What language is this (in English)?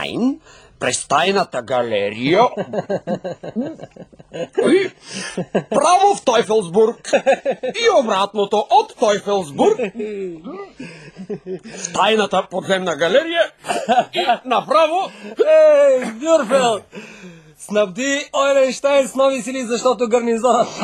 Bulgarian